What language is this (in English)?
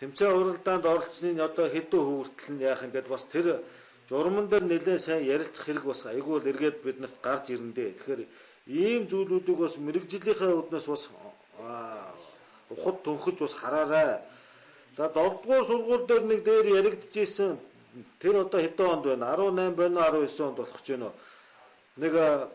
Mongolian